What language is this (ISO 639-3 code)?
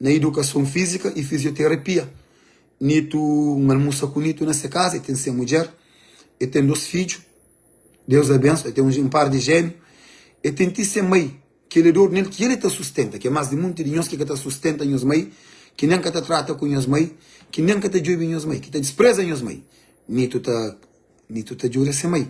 kea